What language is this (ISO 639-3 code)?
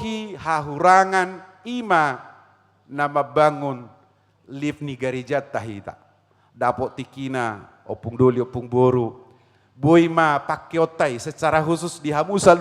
bbc